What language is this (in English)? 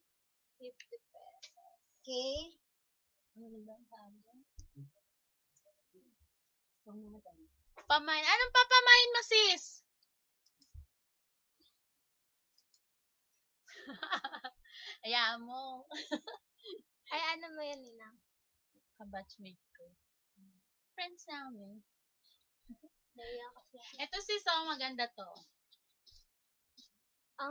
Filipino